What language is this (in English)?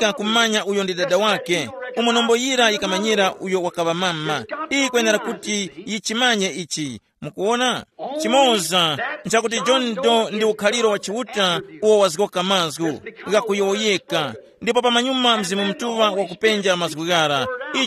Tumbuka